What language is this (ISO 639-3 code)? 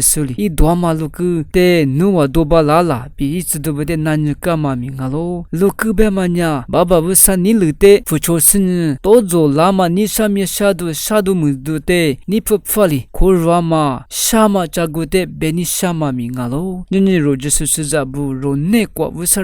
lis